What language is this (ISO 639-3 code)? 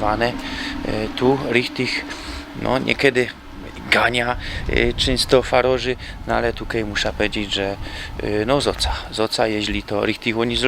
szl